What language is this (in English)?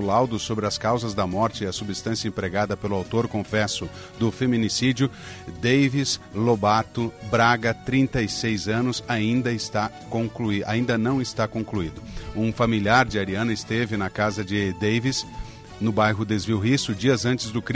Portuguese